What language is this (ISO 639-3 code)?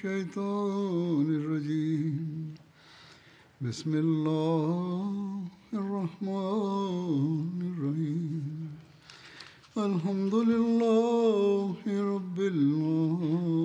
swa